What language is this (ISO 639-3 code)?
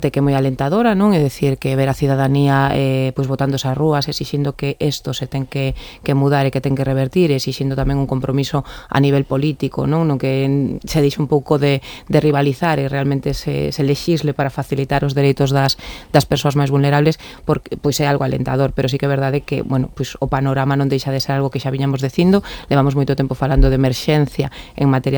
glg